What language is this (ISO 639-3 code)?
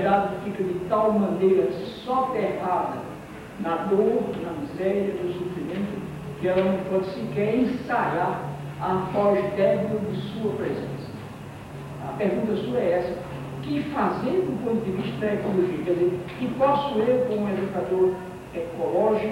por